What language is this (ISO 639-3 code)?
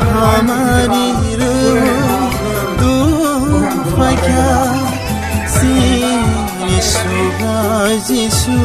trp